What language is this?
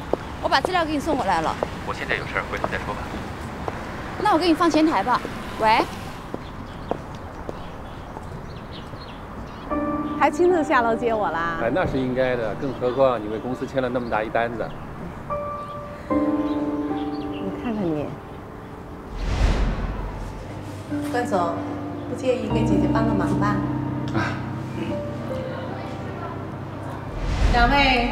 Chinese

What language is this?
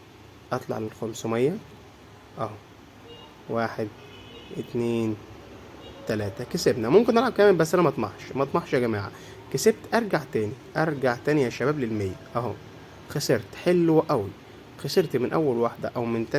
Egyptian Arabic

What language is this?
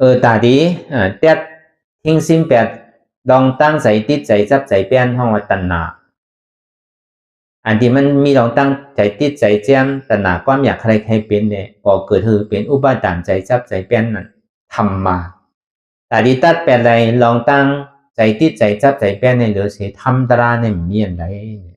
Shan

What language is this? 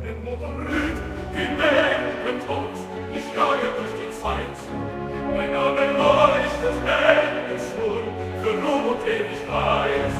Bavarian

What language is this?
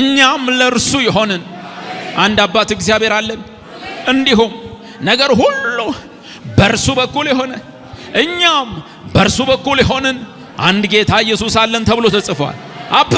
Amharic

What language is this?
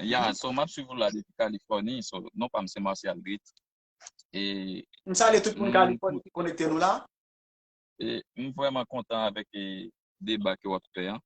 Haitian Creole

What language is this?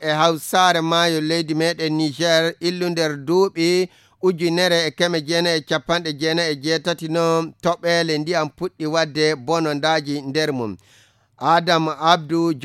Fula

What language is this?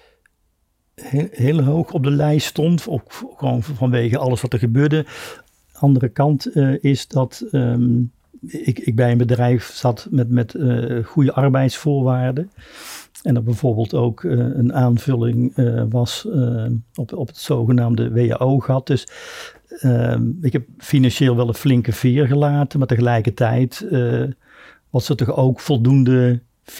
Dutch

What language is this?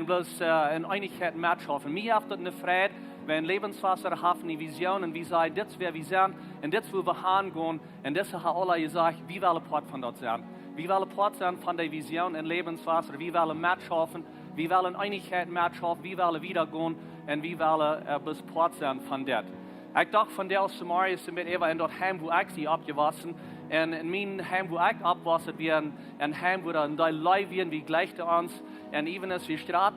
Plautdietsch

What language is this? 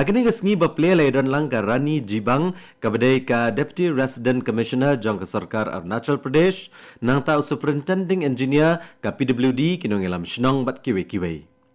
Khasi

